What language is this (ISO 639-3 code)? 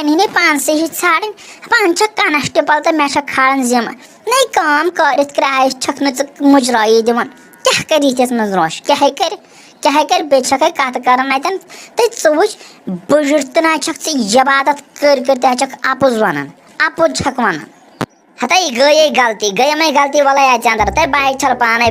kas